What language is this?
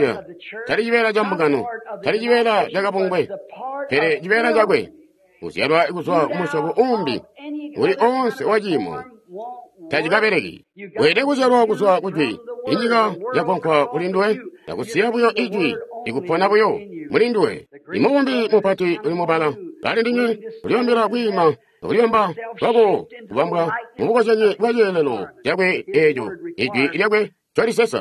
Tonga (Zambia)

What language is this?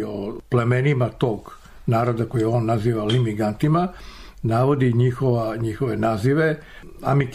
Serbian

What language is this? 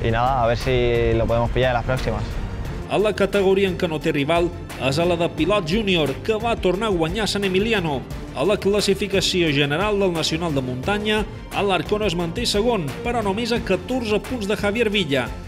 Catalan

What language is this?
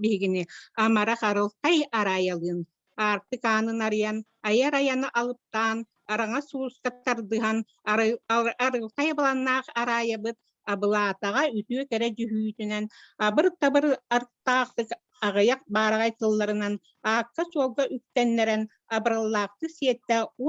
Yakut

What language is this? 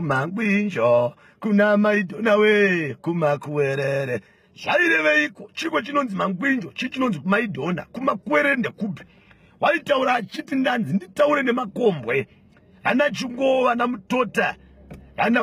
Shona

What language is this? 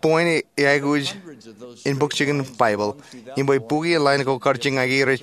Marshallese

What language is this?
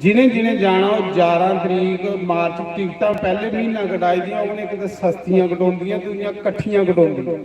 Dogri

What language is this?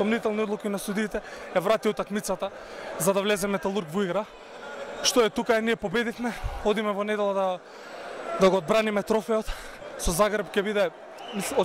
Macedonian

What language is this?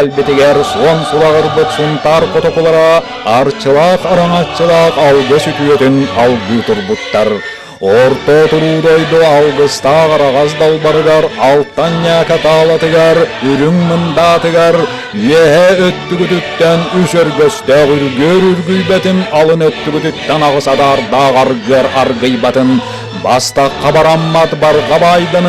Yakut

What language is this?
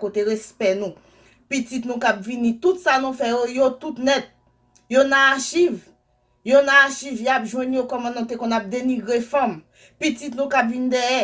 Haitian Creole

